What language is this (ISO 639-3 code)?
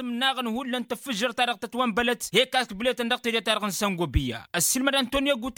taq